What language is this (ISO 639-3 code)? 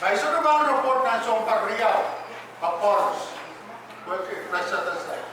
pon